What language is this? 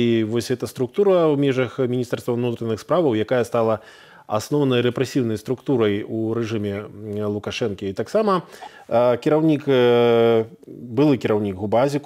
Belarusian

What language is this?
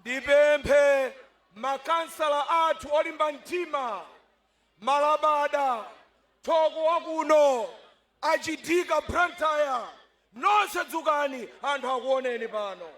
Nyanja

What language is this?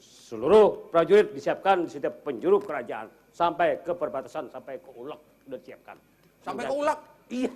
Banjar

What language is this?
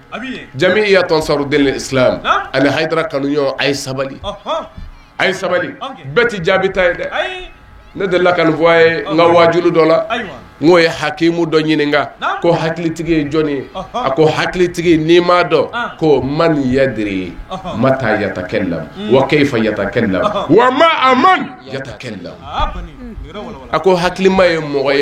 Bambara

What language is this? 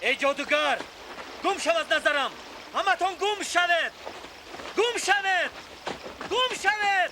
Tajik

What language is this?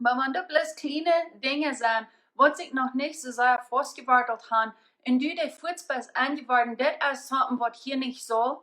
Plautdietsch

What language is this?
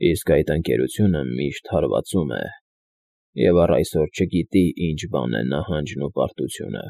Armenian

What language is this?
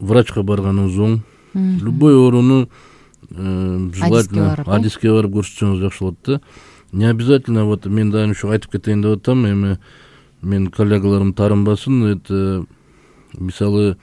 Kyrgyz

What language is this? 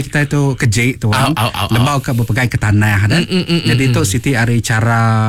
Iban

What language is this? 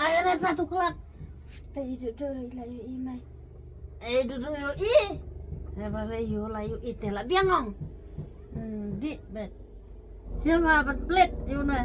Khasi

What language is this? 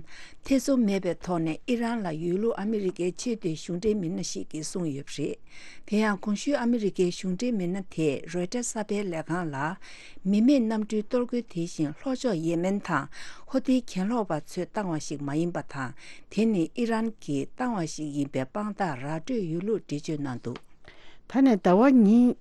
Tibetan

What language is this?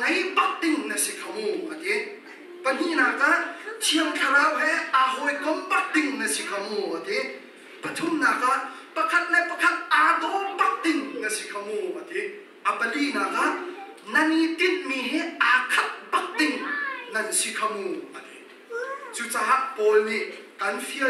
Hakha Chin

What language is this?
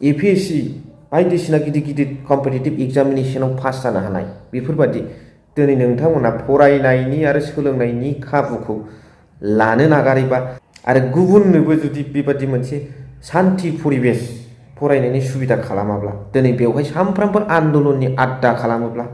Bodo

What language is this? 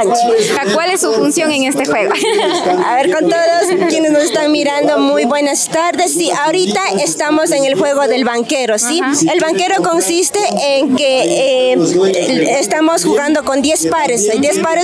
Imbabura Highland Quichua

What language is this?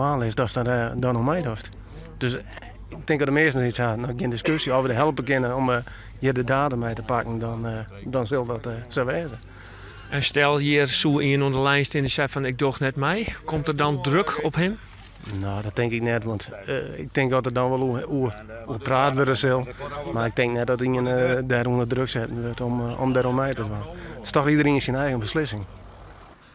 Western Frisian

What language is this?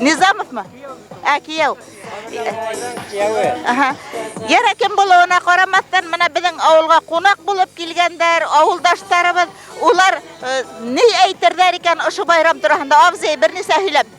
Bashkir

